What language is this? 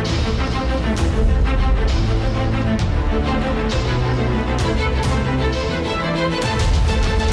Kazakh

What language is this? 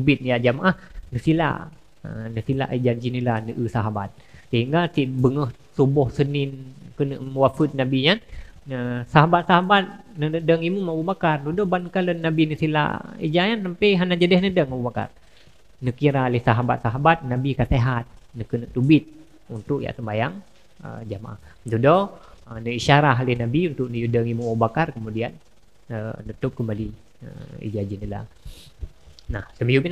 Achinese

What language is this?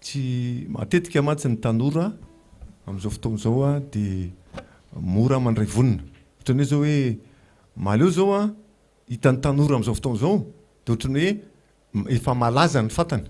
Malagasy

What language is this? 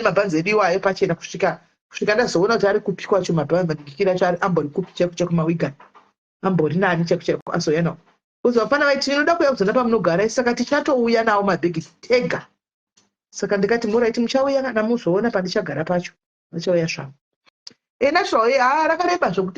Shona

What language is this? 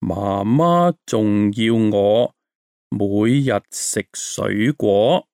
Cantonese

